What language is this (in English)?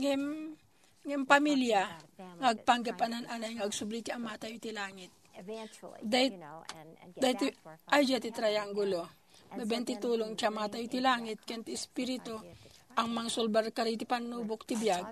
Iloko